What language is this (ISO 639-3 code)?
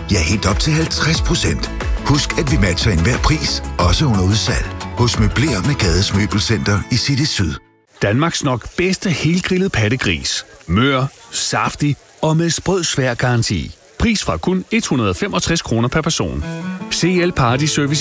dan